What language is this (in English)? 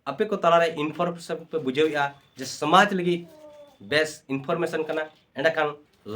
Santali